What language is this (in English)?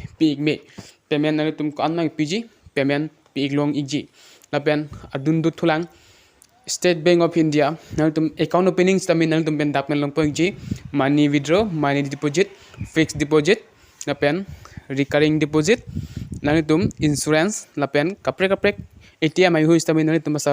Karbi